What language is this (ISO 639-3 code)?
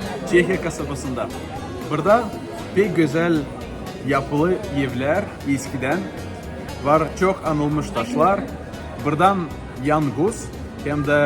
gag